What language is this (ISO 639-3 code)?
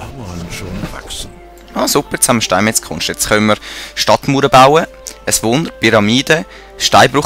gsw